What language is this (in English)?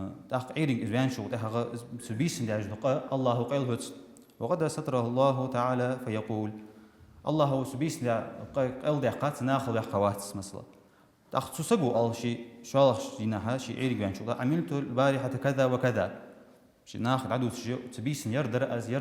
Ingush